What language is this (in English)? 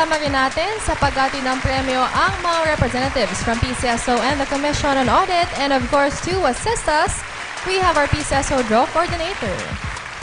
Filipino